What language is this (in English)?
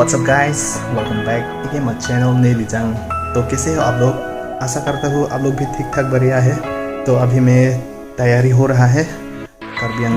Karbi